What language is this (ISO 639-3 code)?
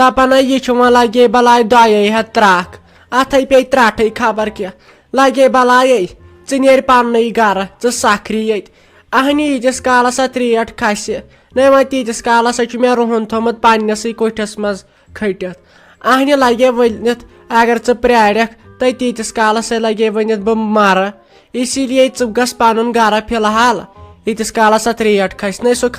kas